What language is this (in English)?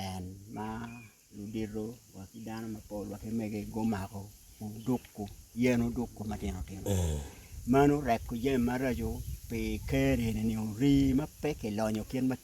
Acoli